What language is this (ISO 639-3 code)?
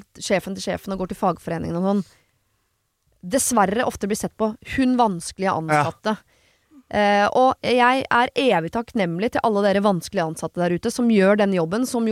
nor